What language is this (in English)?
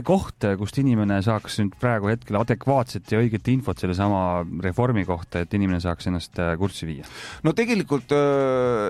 Estonian